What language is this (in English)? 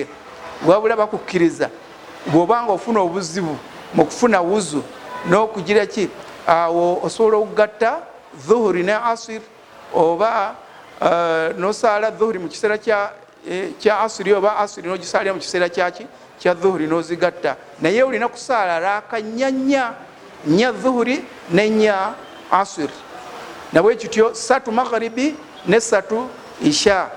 Ganda